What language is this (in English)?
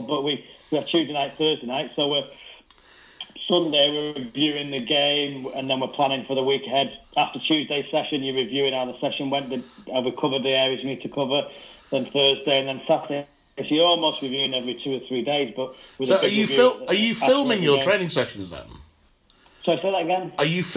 English